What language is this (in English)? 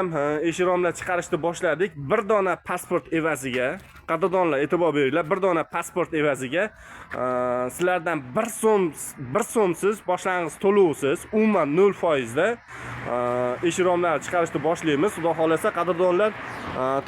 Uzbek